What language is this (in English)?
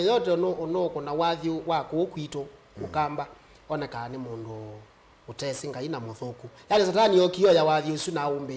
Kamba